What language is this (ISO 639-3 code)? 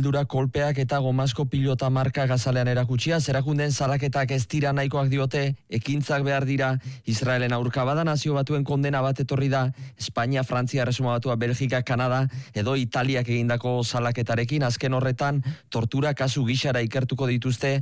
eus